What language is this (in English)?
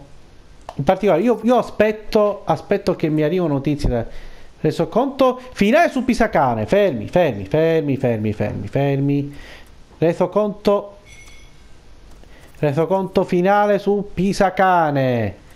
Italian